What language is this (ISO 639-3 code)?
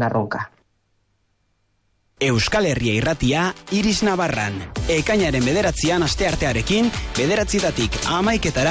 eus